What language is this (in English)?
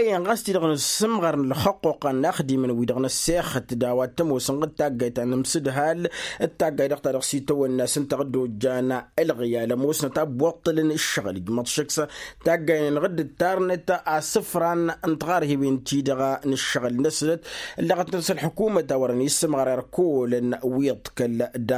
Tamasheq